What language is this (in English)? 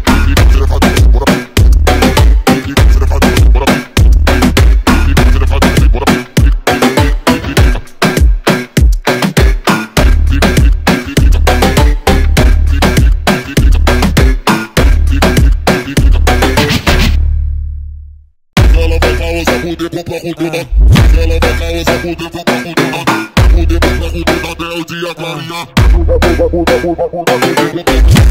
Portuguese